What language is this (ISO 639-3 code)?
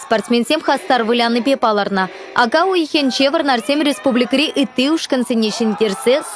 chv